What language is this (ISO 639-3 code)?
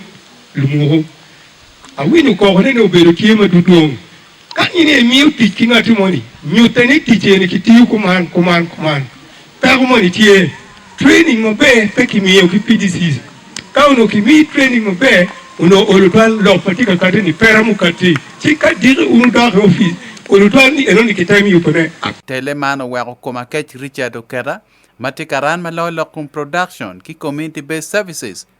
ach